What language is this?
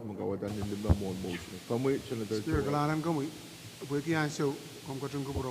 Pohnpeian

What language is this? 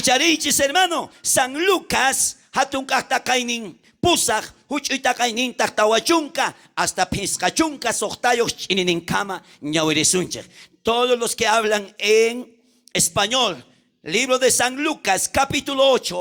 South Bolivian Quechua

